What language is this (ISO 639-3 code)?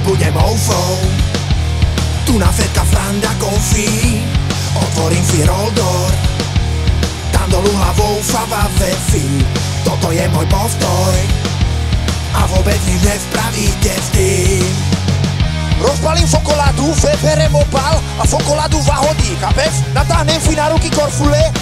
slk